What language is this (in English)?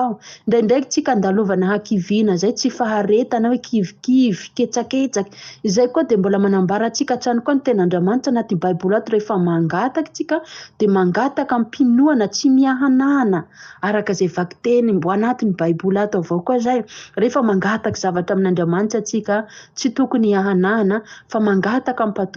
Malagasy